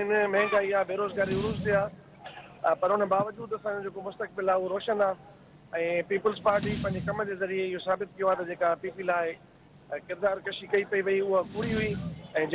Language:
Sindhi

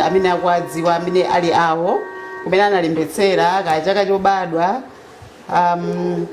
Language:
Nyanja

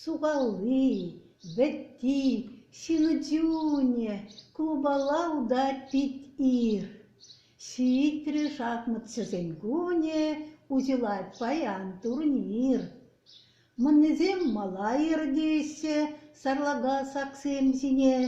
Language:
Chuvash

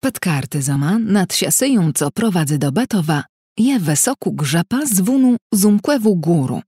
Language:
Kashubian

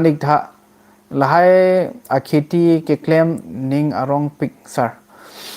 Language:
Karbi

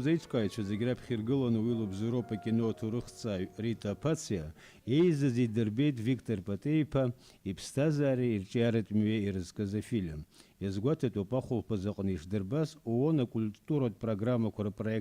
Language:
Abkhazian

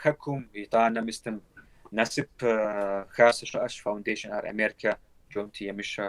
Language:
Kabardian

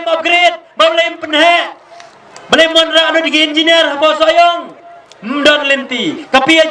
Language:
Khasi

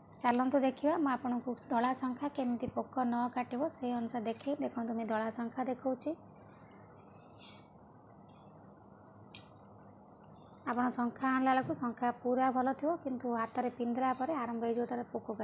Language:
Odia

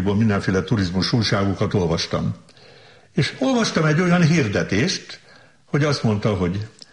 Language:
Hungarian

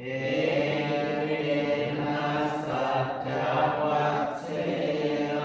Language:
Pali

